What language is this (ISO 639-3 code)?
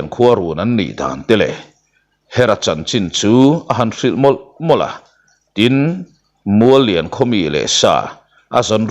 lus